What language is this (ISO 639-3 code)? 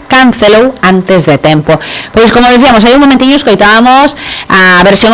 glg